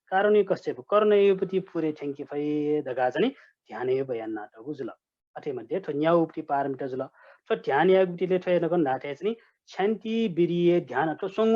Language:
Newari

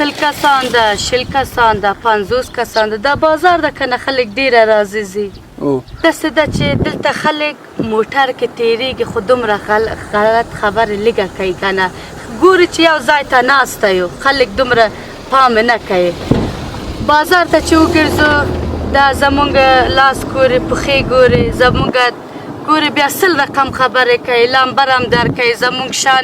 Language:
Pashto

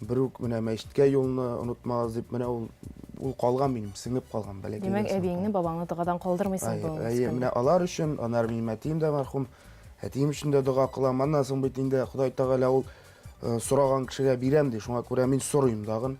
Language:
Tatar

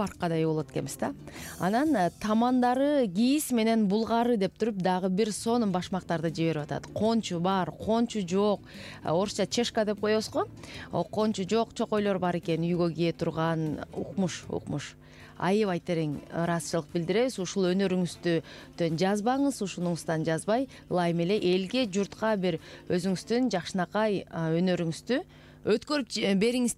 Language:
Kyrgyz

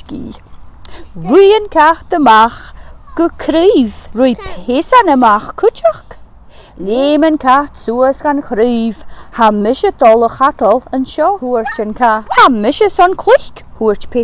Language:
Scottish Gaelic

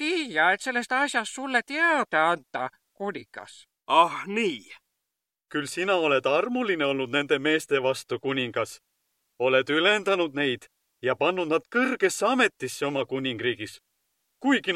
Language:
Estonian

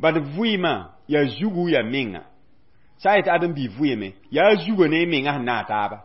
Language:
Mossi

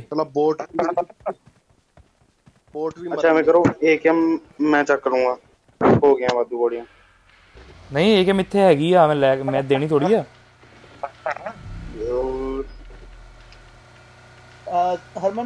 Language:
Punjabi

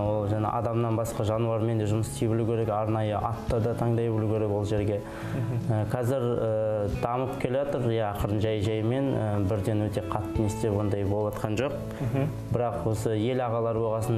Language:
Kazakh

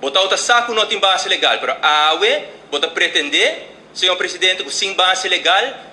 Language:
Papiamento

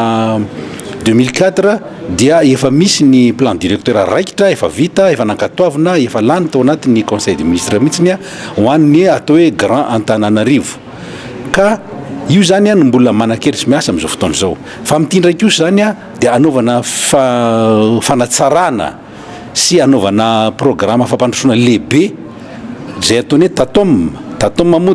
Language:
Malagasy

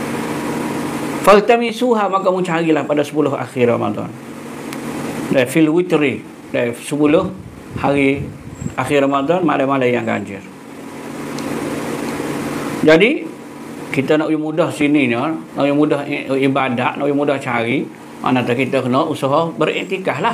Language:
Malay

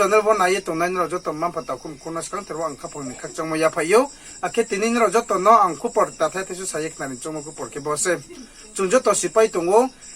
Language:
Riang (India)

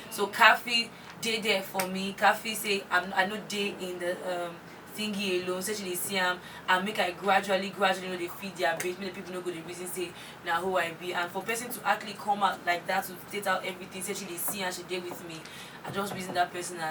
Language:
Nigerian Pidgin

